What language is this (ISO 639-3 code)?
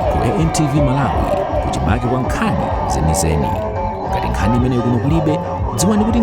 nya